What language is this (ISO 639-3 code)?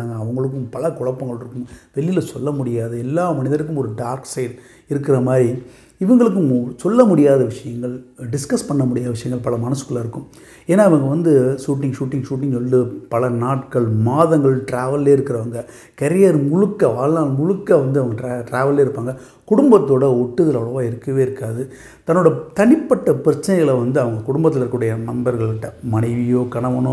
tam